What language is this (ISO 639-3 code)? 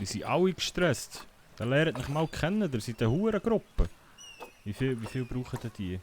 gsw